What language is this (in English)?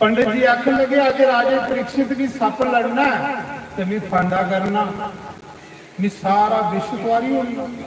Dogri